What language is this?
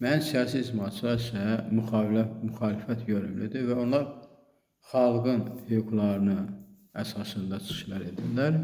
Azerbaijani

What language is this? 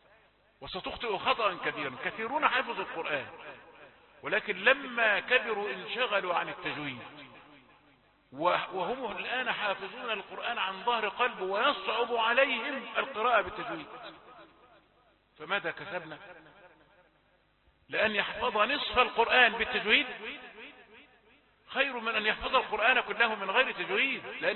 Arabic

